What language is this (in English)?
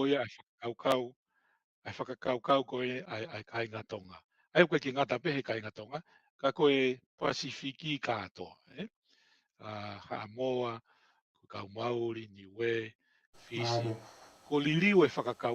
Tongan